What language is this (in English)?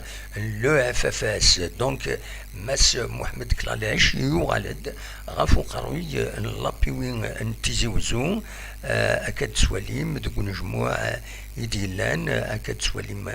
Kabyle